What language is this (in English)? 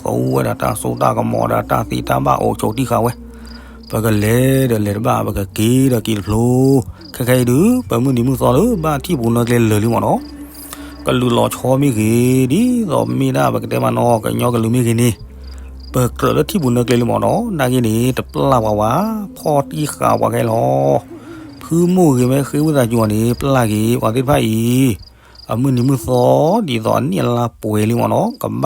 S'gaw Karen